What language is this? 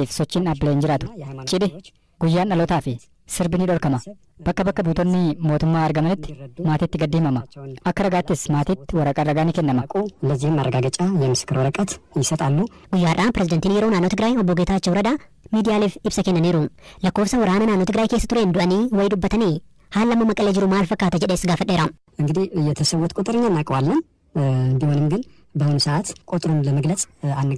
Oromo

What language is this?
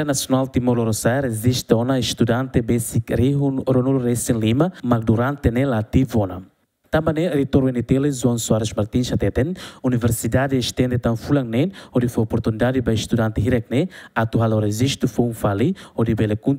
Tetum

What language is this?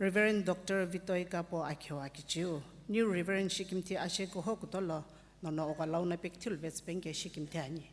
Sumi Naga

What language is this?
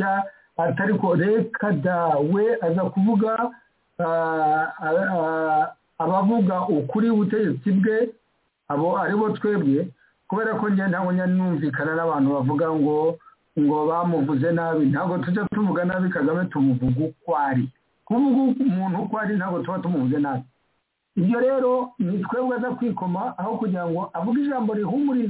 Kinyarwanda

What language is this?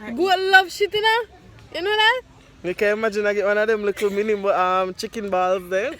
Jamaican Creole English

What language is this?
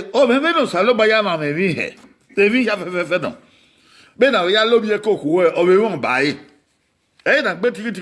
Bini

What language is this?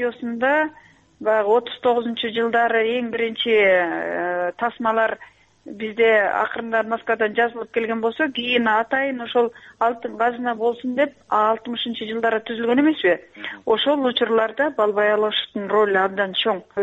Kyrgyz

